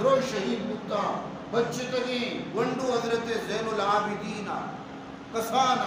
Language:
Baluchi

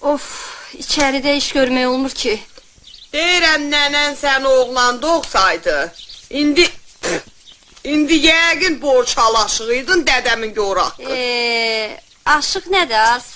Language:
Azerbaijani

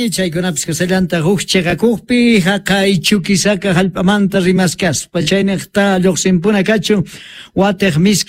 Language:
Quechua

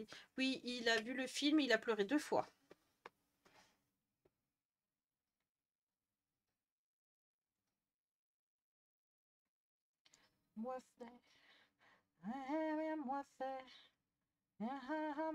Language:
French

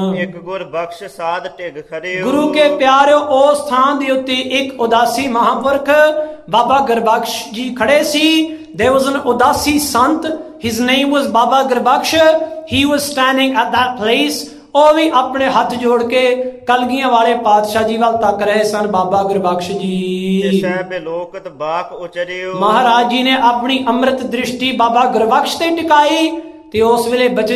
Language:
Punjabi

